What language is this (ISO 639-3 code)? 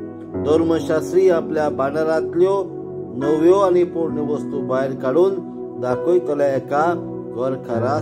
kok